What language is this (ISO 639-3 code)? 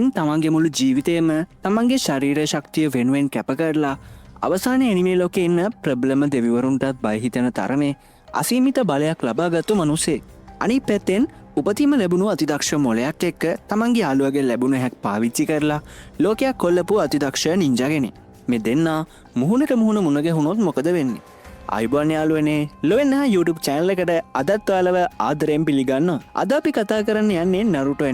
sin